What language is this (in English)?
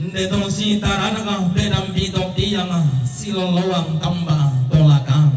Toraja-Sa'dan